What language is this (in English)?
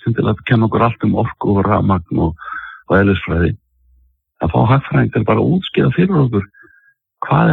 Icelandic